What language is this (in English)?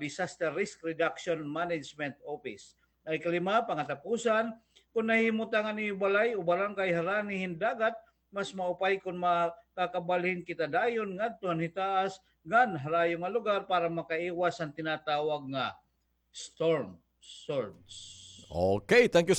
Waray